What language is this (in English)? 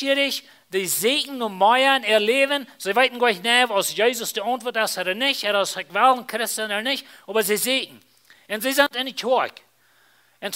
Plautdietsch